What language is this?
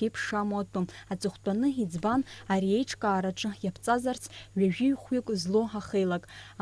Abkhazian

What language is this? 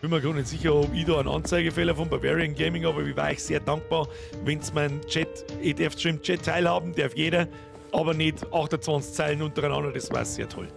Bavarian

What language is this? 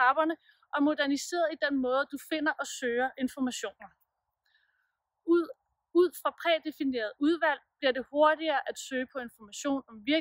Danish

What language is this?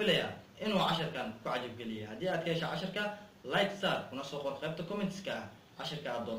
Somali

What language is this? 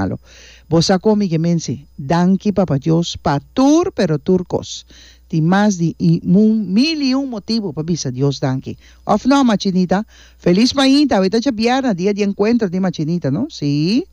Papiamento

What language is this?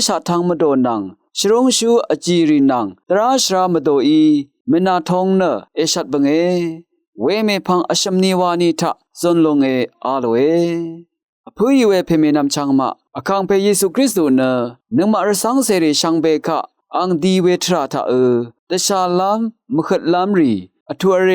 Rawang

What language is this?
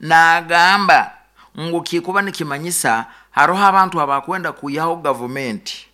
Nyoro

